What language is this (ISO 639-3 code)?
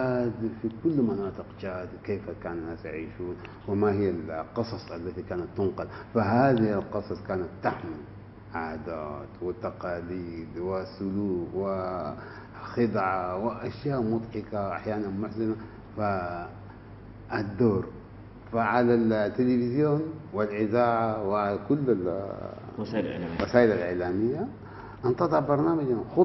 ara